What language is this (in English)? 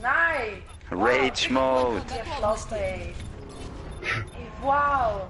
Swiss German